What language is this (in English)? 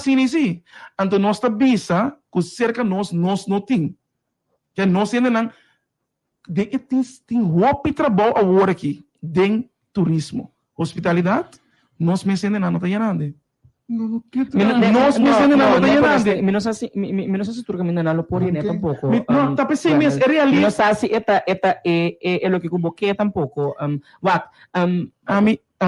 Papiamento